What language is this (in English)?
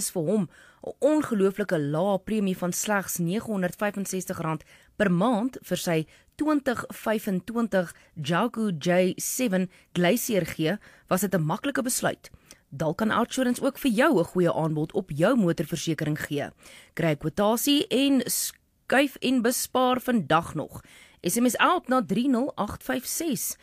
Afrikaans